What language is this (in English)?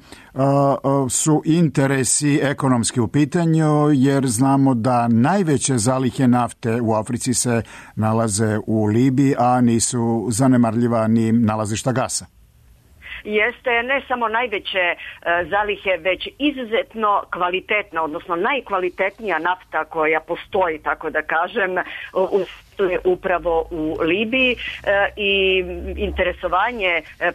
Serbian